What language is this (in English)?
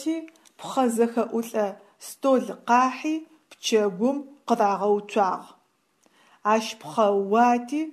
Adyghe